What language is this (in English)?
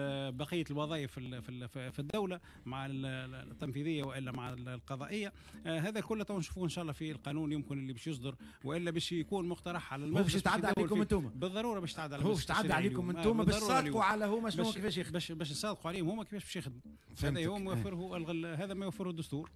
Tunisian Arabic